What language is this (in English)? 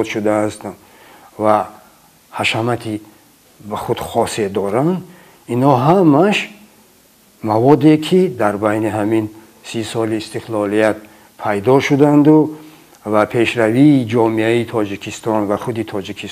Tajik